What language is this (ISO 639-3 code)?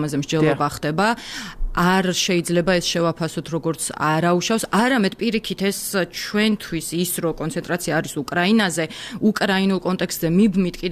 kat